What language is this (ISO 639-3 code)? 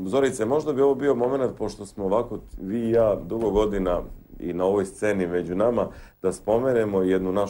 srp